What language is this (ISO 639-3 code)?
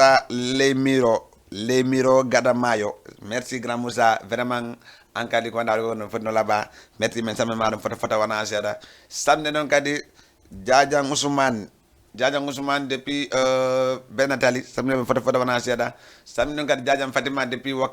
ful